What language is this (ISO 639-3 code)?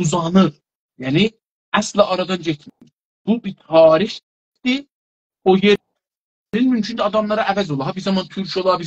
azb